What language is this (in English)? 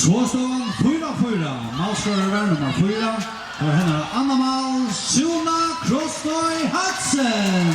Faroese